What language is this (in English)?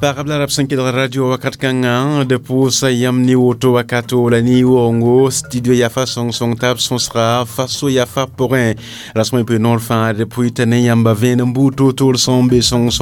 Mossi